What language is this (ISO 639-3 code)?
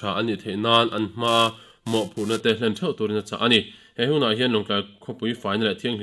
lus